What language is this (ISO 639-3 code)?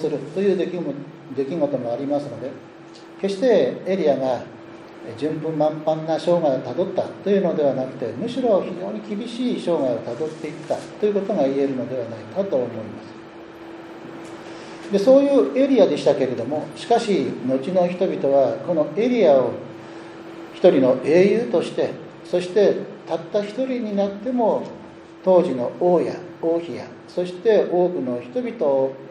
jpn